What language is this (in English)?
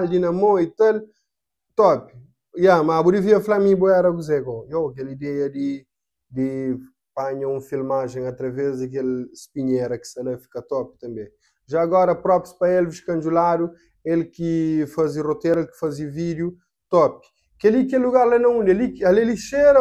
Kabuverdianu